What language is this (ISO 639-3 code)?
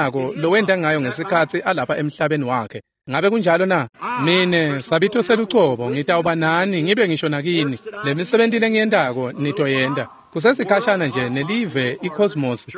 ssw